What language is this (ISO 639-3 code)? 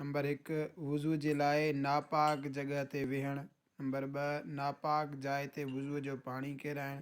snd